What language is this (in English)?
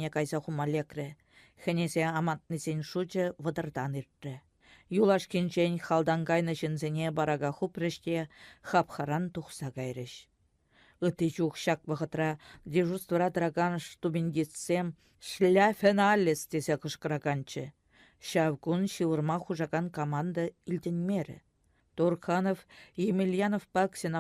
Chuvash